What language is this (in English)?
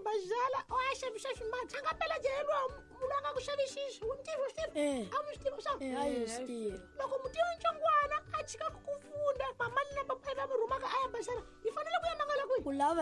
Tsonga